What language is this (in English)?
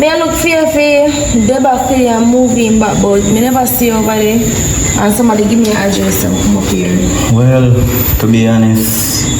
Jamaican Creole English